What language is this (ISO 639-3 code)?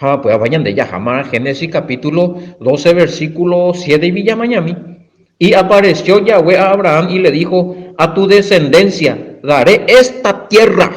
grn